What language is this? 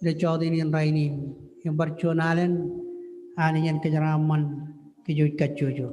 Marshallese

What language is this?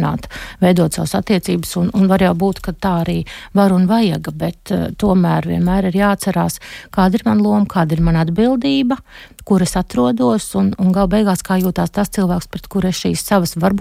Latvian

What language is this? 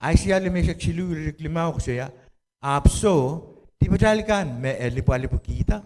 Pohnpeian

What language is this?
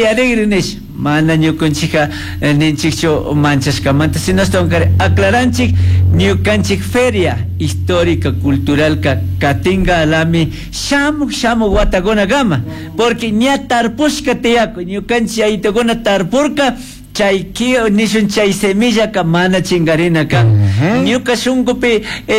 Chimborazo Highland Quichua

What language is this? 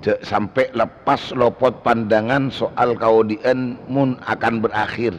Madurese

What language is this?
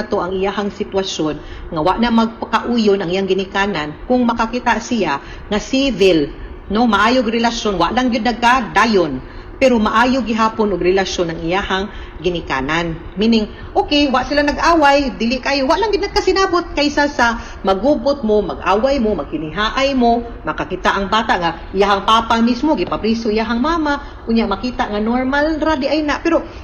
Cebuano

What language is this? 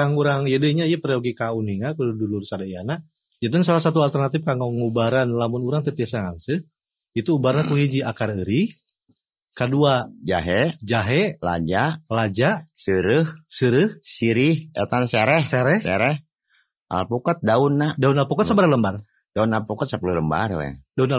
Sundanese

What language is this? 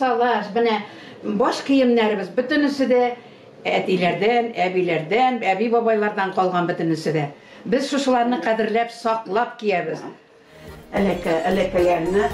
Tatar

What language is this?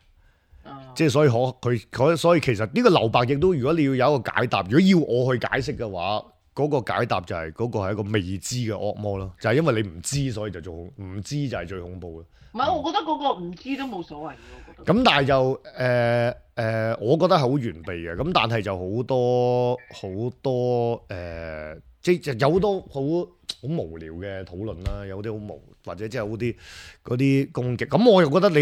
Cantonese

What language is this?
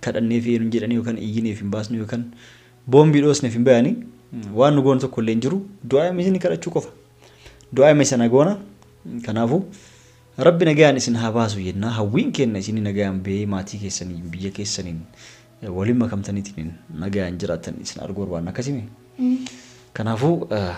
Oromo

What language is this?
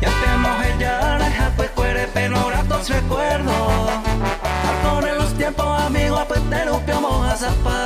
Guarani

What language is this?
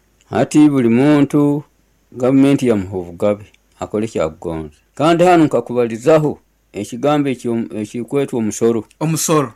Nyoro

